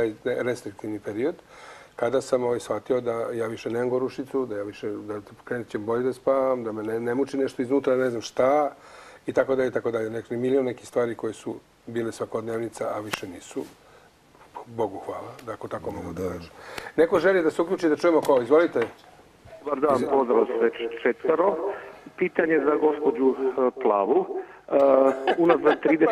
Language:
Serbian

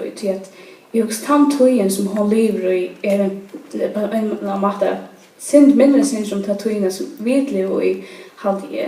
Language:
Faroese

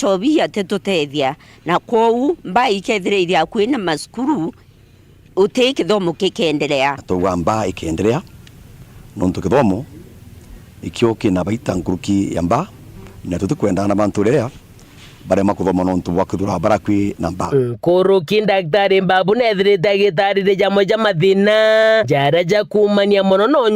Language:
Meru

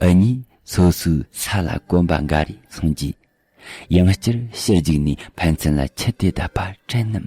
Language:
Tibetan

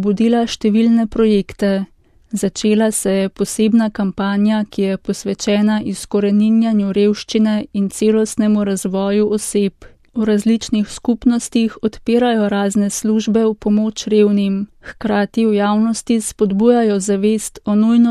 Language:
Slovenian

